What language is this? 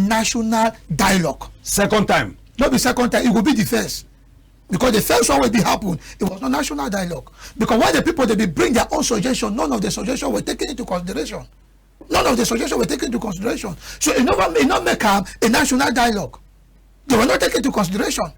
Cameroon Pidgin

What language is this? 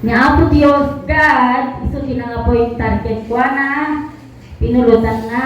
Iloko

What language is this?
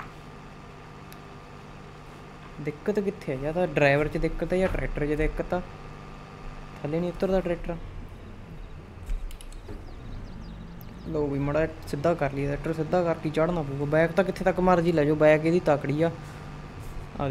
Punjabi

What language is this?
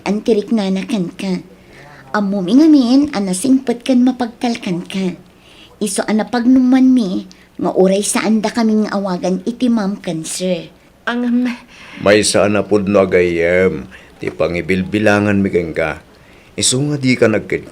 Iloko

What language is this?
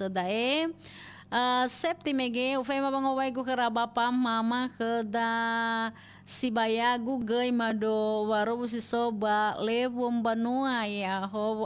Nias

